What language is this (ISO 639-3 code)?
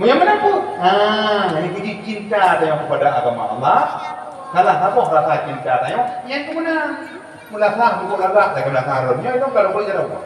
ace